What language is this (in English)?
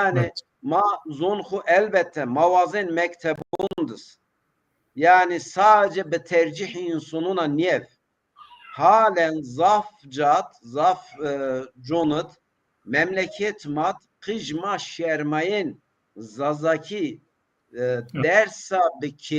Zaza